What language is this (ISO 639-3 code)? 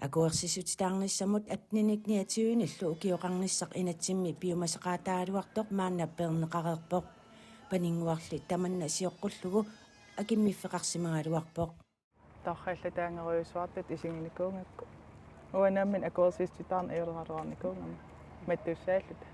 kal